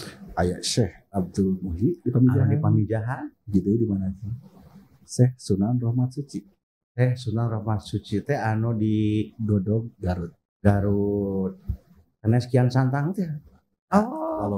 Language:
Sundanese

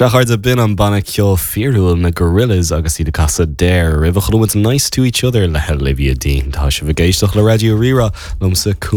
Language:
Irish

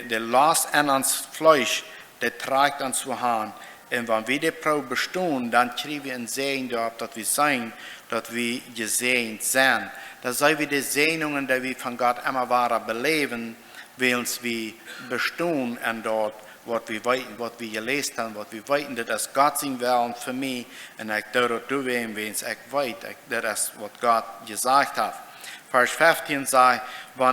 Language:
Plautdietsch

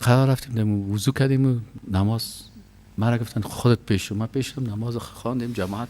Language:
Persian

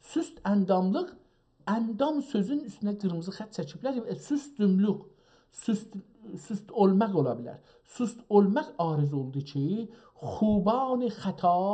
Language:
South Azerbaijani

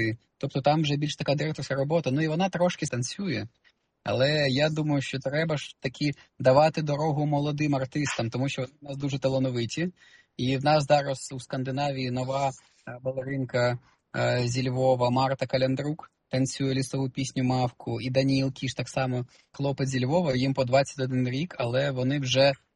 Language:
Ukrainian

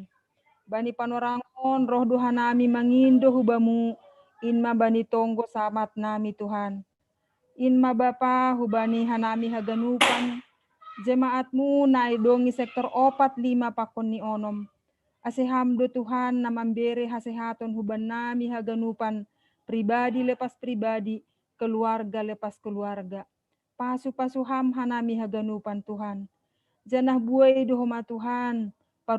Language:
Batak Simalungun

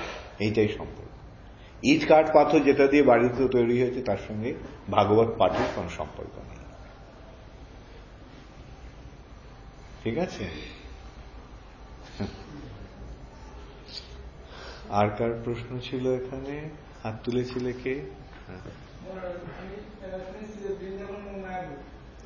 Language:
Bangla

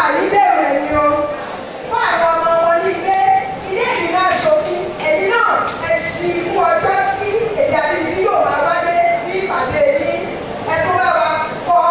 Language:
Yoruba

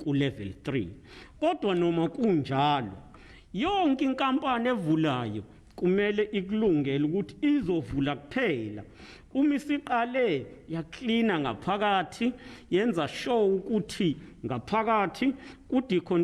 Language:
Zulu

